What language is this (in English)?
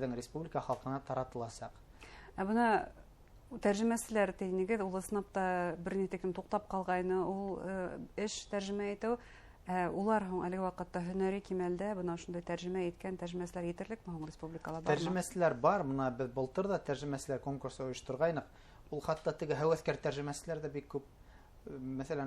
Bashkir